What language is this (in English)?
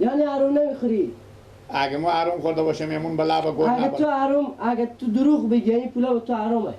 Persian